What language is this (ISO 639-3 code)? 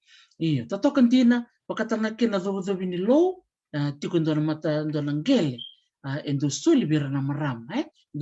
fij